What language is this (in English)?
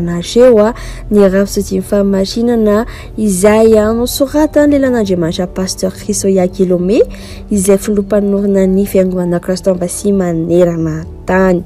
Malagasy